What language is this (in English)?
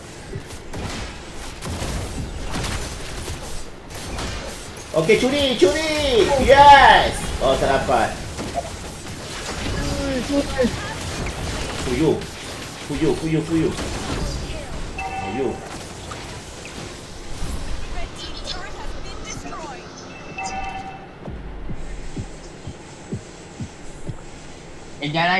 Malay